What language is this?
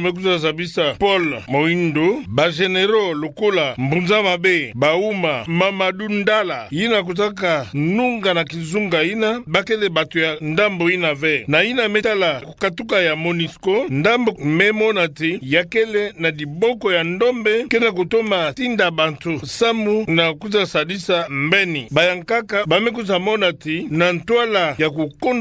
Kituba (Democratic Republic of Congo)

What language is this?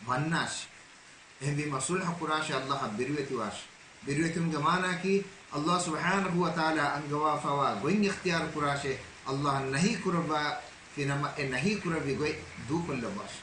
Divehi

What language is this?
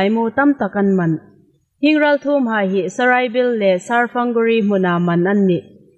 Hmar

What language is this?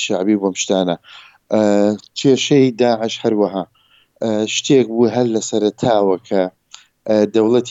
Central Kurdish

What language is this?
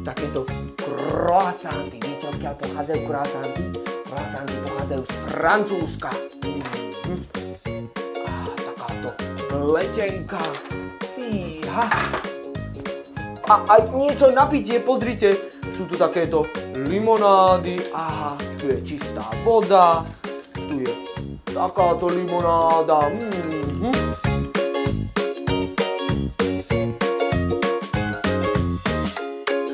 Slovak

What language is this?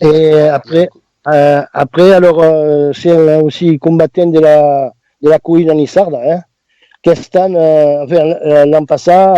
Occitan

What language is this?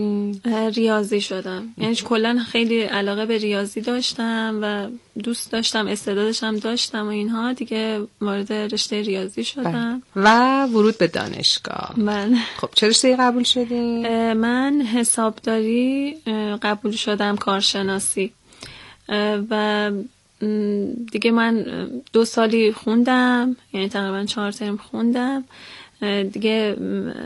Persian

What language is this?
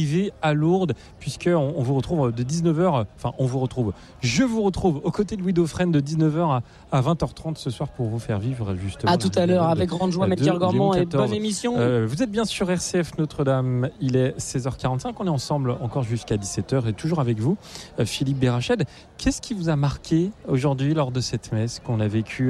French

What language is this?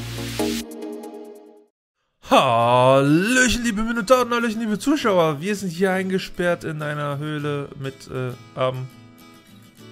German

